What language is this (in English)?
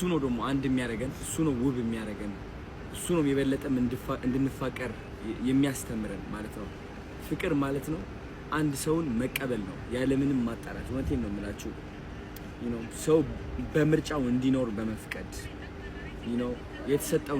Amharic